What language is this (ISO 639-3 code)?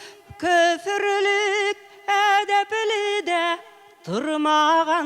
tat